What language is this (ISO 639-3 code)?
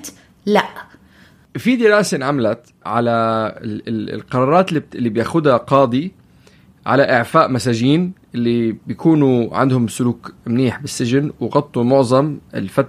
apc